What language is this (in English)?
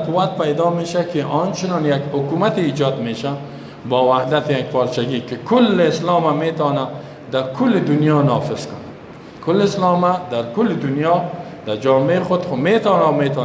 Persian